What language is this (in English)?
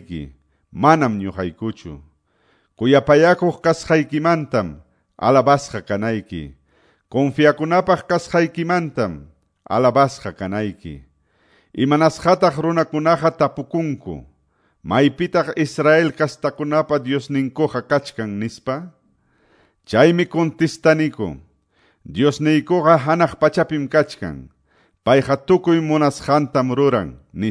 Quechua